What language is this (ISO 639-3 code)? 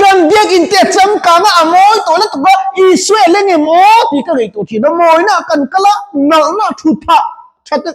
lus